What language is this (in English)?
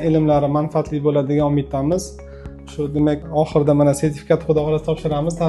Uzbek